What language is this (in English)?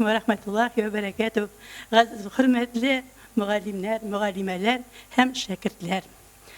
Tatar